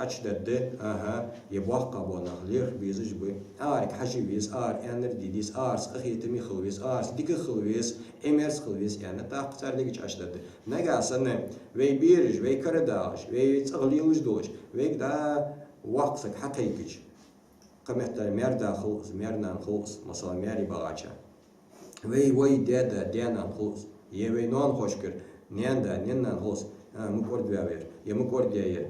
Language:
Ingush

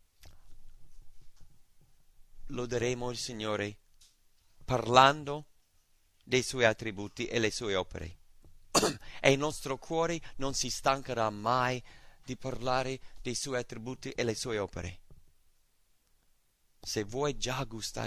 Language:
Italian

